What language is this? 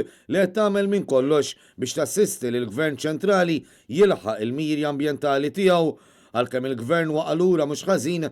Maltese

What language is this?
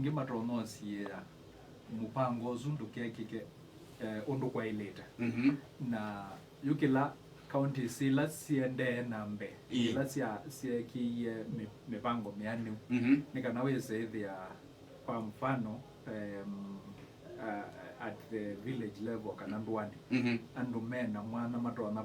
Kamba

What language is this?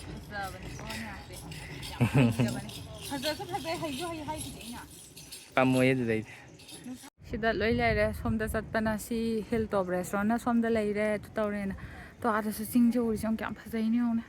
Manipuri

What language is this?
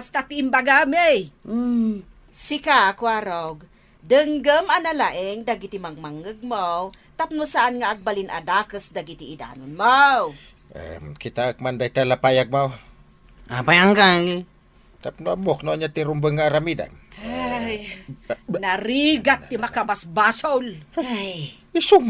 Iloko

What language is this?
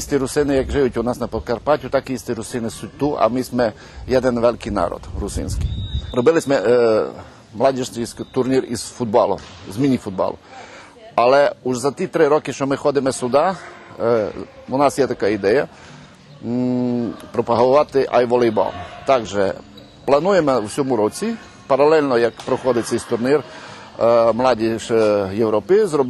Rusyn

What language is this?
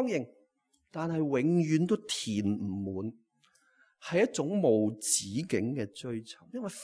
Cantonese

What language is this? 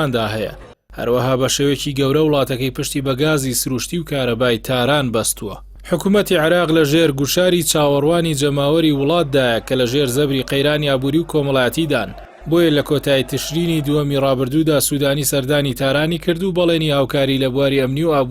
Central Kurdish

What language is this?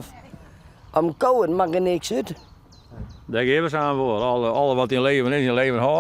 Western Frisian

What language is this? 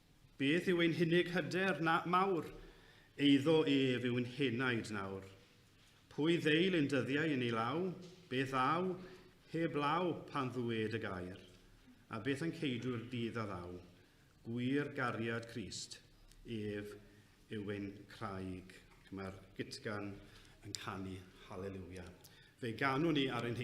Welsh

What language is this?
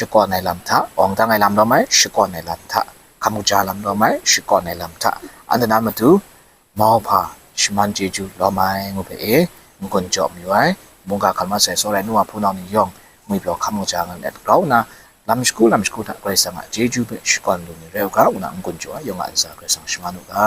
Kachin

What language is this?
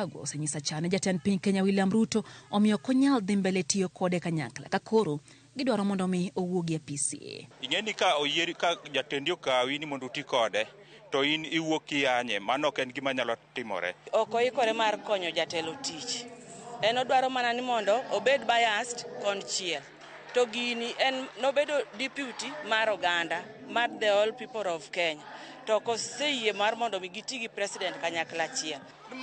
Luo (Kenya and Tanzania)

